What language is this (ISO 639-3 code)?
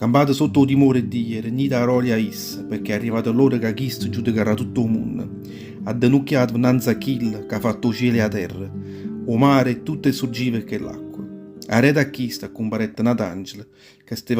nap